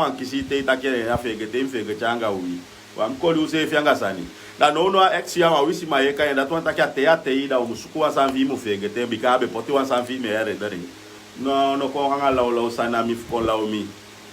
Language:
Sranan Tongo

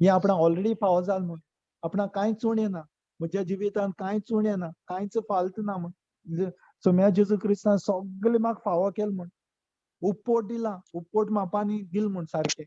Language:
Konkani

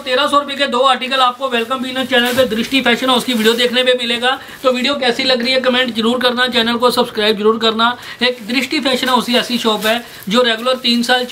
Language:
Hindi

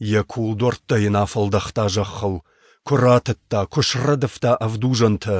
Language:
Ossetic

